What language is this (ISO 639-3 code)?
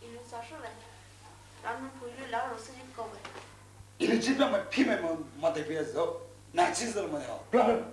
pmx